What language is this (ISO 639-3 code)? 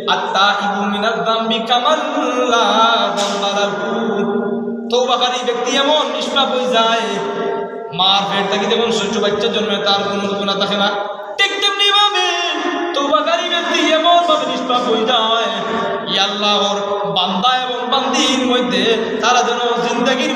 syl